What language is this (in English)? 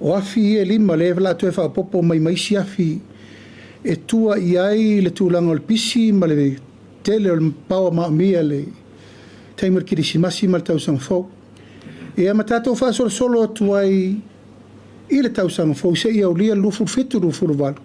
Samoan